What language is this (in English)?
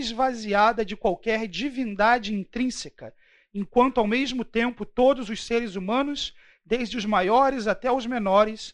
Portuguese